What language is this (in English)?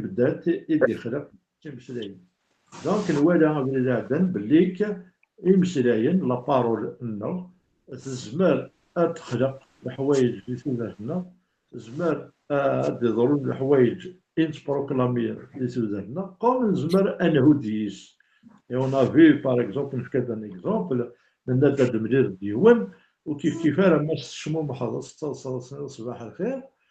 Kabyle